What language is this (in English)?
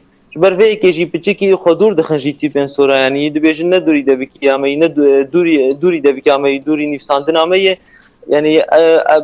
Kurdish